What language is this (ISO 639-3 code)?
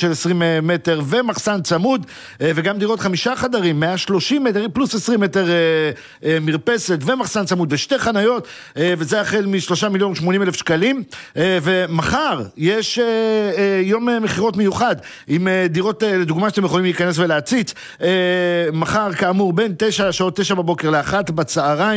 heb